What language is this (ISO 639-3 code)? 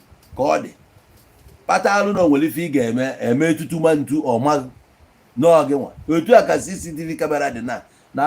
ibo